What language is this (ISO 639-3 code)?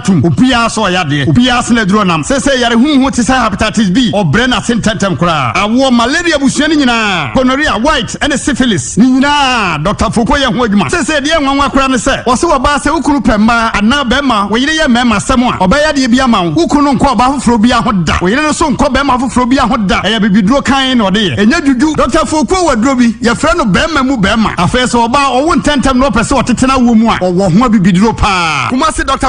aka